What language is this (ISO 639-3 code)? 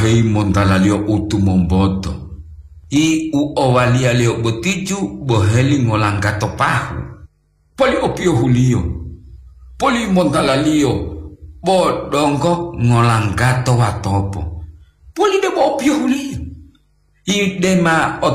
gor